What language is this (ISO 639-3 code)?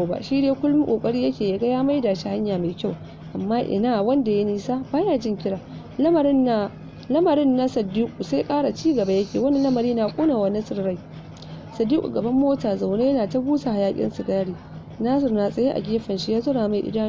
hau